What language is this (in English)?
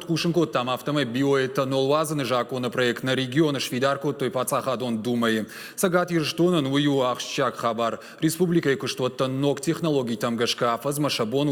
Ossetic